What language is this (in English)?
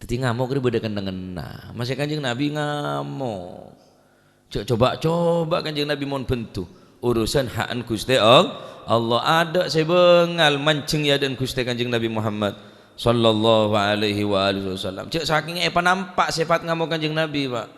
Madurese